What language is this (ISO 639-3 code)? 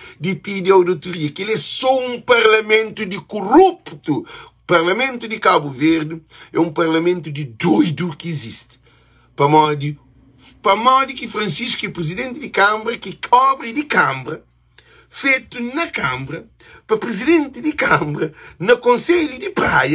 kea